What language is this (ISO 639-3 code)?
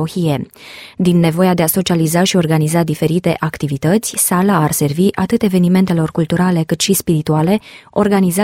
ron